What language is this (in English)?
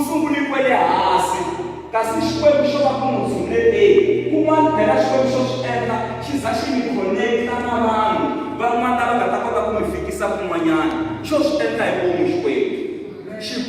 Tsonga